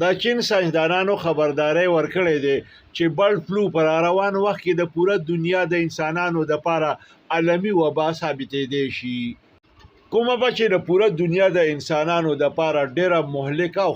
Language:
Pashto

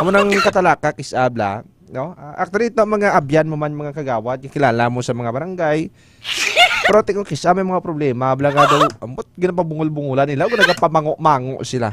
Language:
Hiligaynon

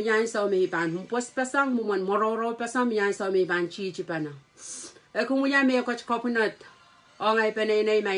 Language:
Pohnpeian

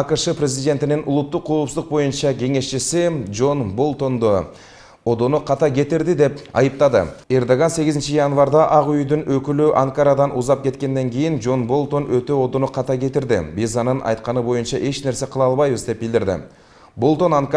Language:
Kyrgyz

